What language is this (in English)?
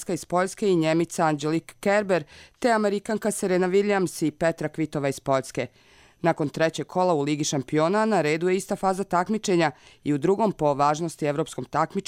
Croatian